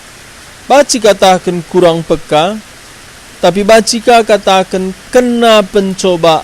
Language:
Batak Karo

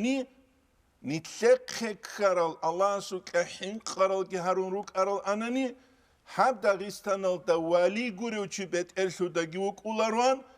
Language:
Avaric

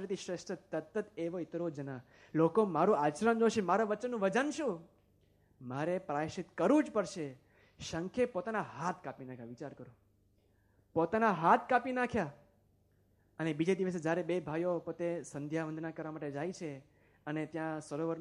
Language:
Gujarati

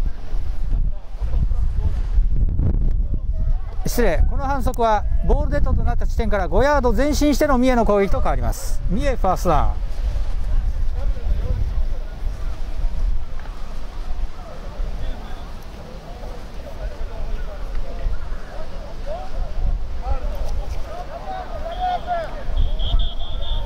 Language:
Japanese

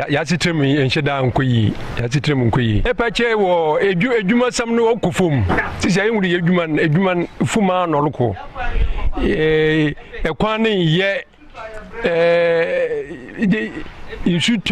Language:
Akan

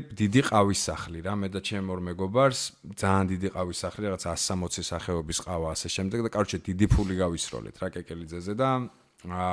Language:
Georgian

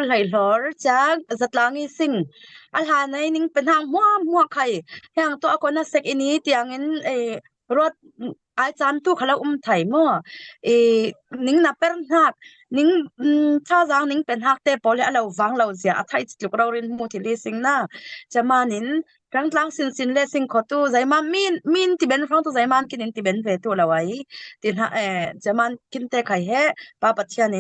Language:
Falam Chin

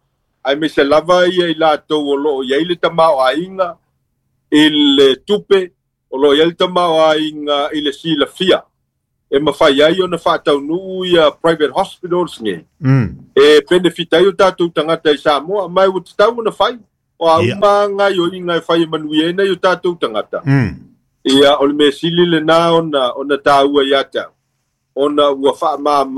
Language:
Samoan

